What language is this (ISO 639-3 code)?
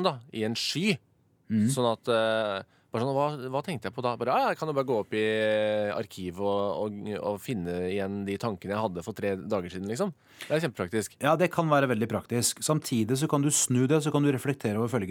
nor